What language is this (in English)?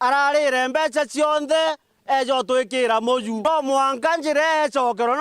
Meru